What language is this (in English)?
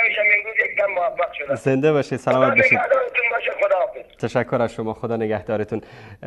Persian